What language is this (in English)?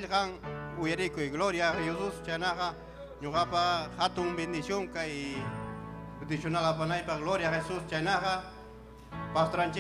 Ayacucho Quechua